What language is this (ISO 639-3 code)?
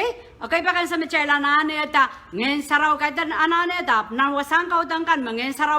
pon